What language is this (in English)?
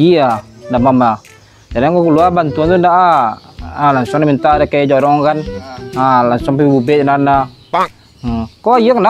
Minangkabau